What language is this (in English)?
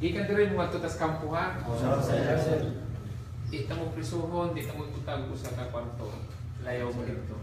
Cebuano